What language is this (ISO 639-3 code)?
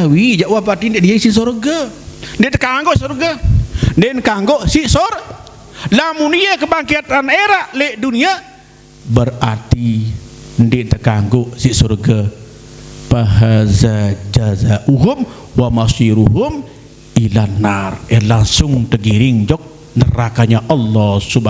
sas